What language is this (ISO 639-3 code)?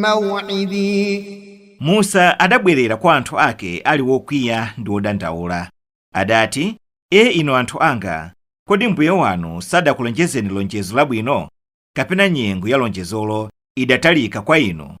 nya